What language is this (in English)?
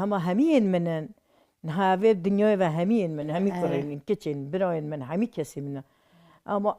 Kurdish